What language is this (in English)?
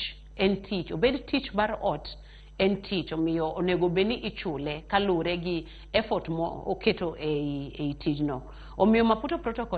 Luo (Kenya and Tanzania)